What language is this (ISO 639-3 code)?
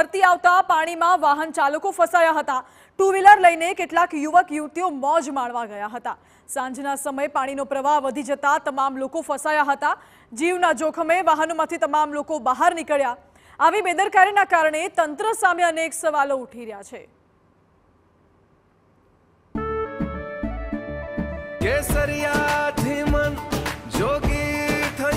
guj